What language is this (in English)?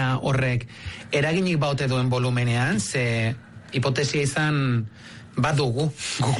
Basque